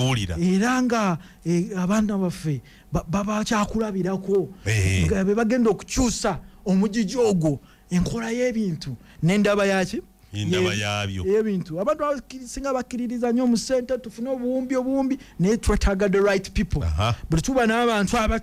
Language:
Ganda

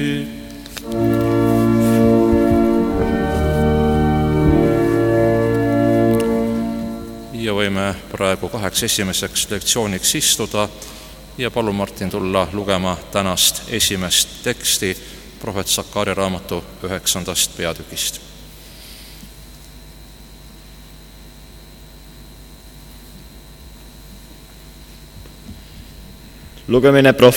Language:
Estonian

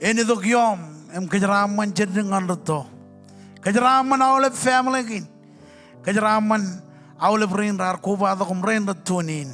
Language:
Marshallese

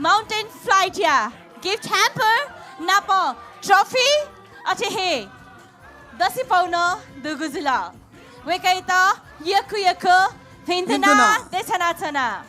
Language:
Newari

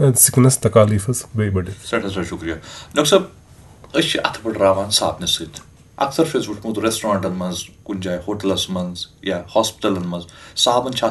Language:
Kashmiri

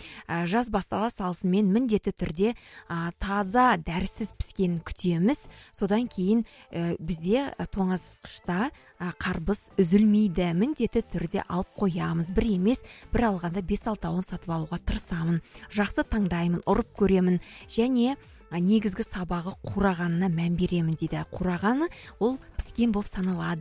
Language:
Kazakh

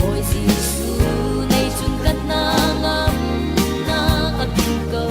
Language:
Falam Chin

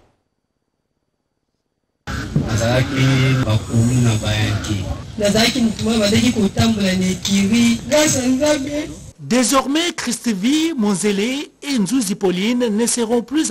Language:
French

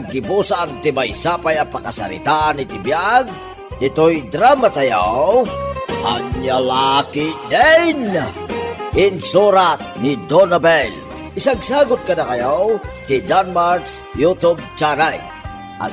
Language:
Iloko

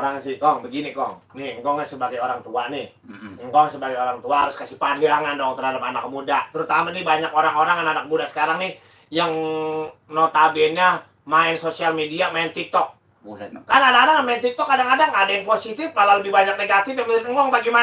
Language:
Betawi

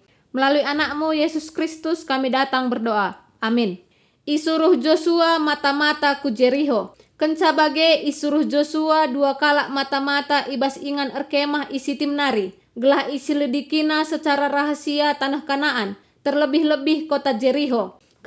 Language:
Batak Karo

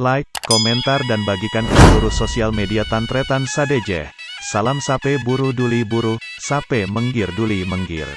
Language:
Madurese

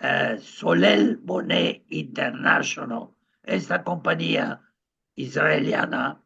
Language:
Ladino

